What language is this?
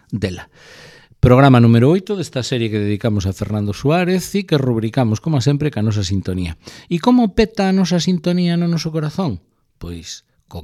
Galician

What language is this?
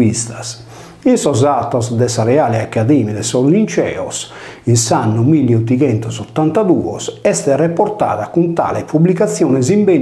Sardinian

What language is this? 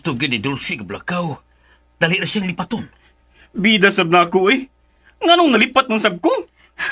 Cebuano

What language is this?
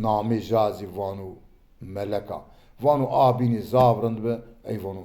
Zaza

